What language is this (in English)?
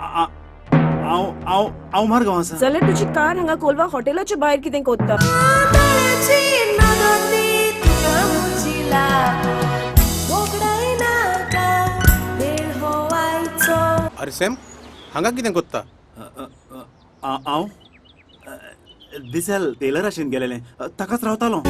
Konkani